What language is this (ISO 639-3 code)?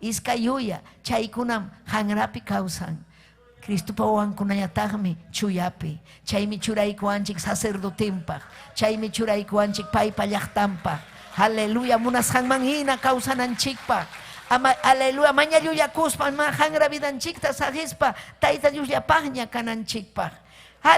quy